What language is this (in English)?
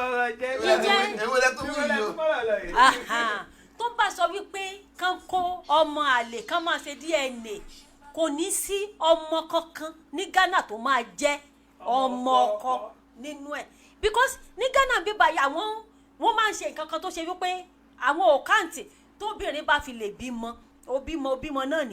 Yoruba